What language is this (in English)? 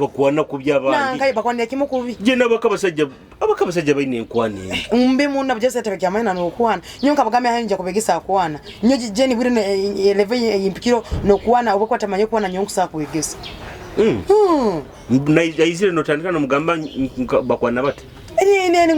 Nyoro